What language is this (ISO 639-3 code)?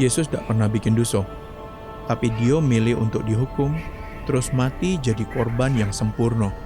mui